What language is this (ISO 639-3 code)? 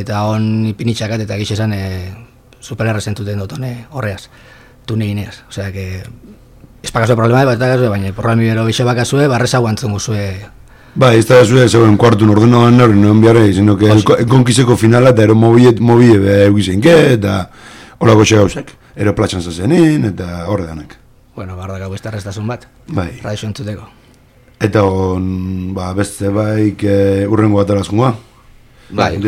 eus